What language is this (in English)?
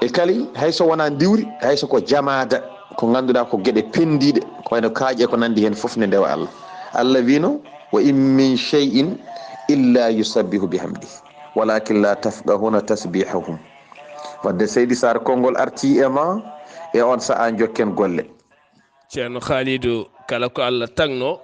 Fula